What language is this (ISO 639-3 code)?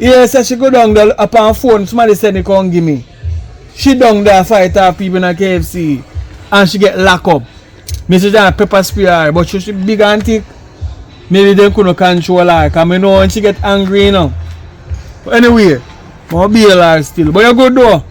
jam